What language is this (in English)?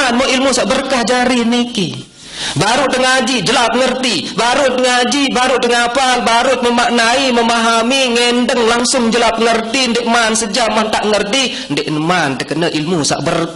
Sasak